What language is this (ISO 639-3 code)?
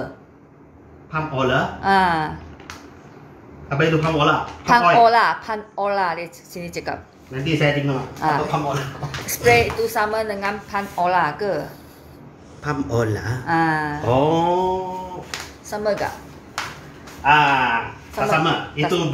msa